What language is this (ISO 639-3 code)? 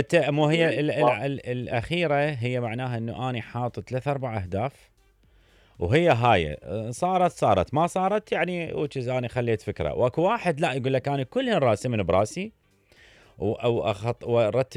acm